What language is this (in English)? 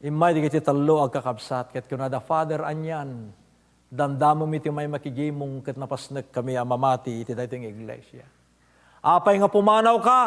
Iloko